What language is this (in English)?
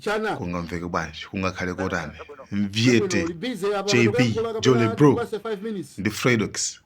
Nyanja